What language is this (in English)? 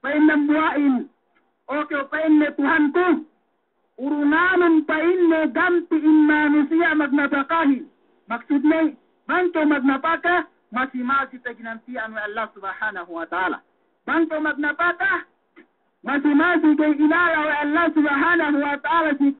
Yakan